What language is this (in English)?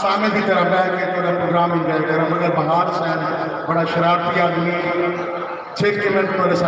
Saraiki